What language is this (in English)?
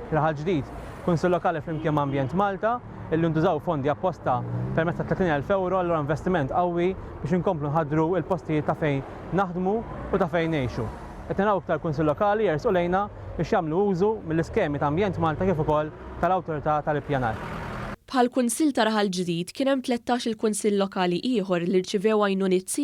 Maltese